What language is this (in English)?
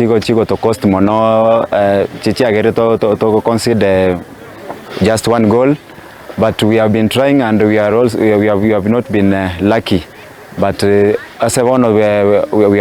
Gusii